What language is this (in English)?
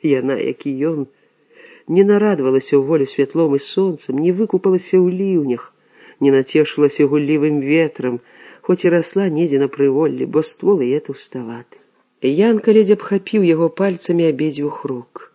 Belarusian